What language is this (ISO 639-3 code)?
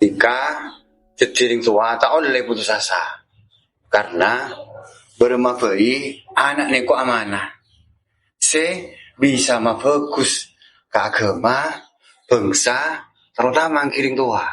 mad